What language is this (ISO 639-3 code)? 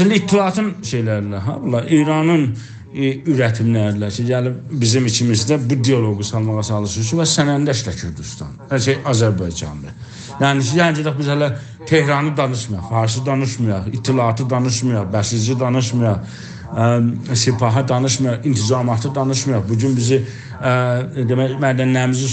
azb